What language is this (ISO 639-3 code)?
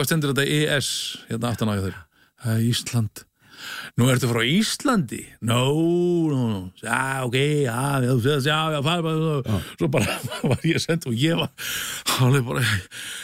isl